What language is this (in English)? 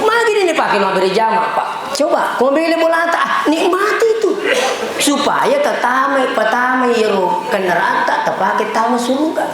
Buginese